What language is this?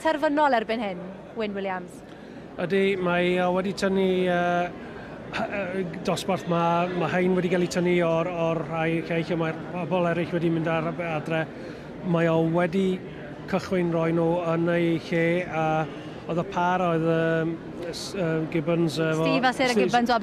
Welsh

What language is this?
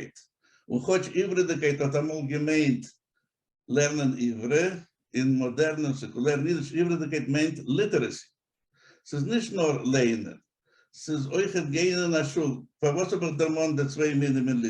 Yiddish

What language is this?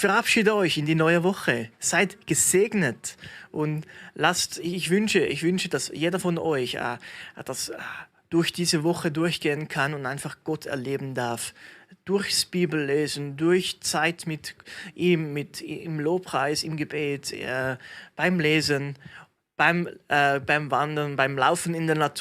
Swiss German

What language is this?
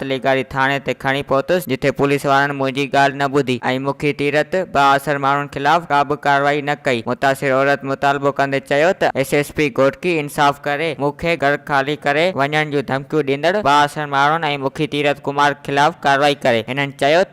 Sindhi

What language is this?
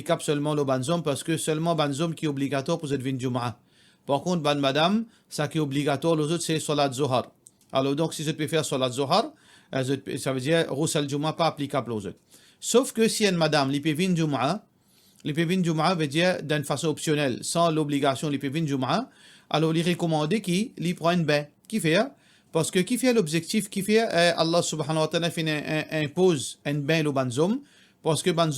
Morisyen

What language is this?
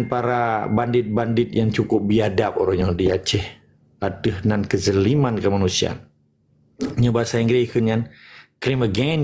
Achinese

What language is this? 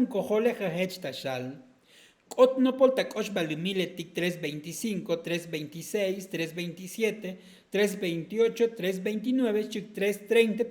Tzotzil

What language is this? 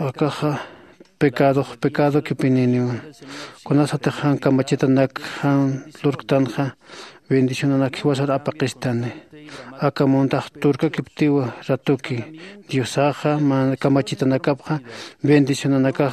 Aymara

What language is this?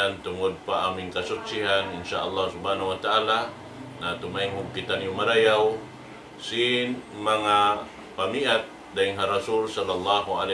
Tausug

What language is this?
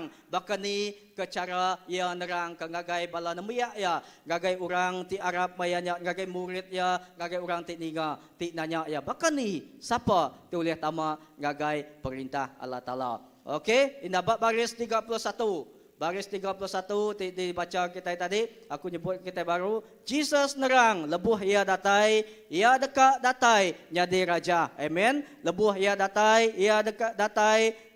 Iban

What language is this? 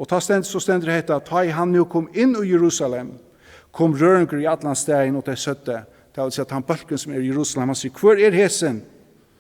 Faroese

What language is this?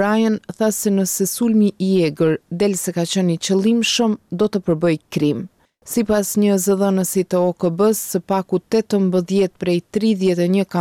Albanian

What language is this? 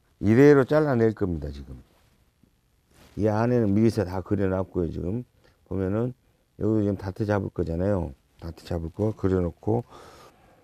Korean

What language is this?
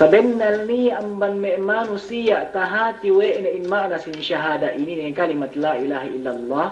Yakan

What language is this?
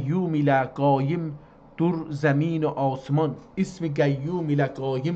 South Azerbaijani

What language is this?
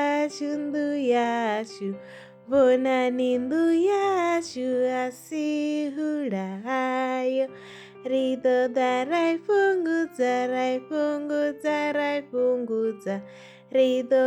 Venda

